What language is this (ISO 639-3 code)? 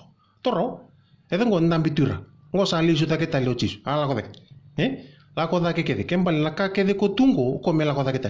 fij